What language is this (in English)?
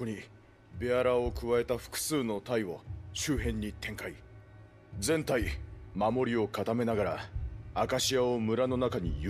Japanese